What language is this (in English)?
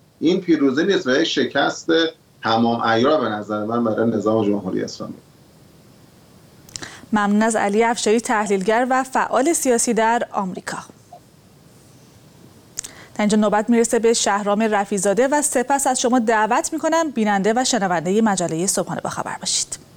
Persian